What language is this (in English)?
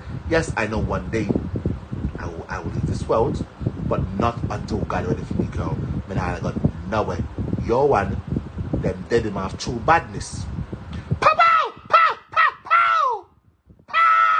Jamaican Creole English